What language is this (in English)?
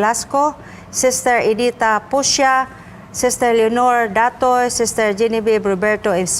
Cebuano